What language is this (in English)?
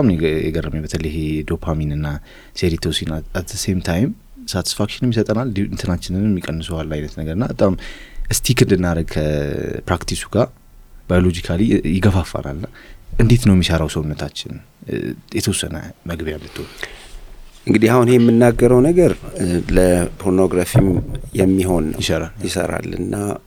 Amharic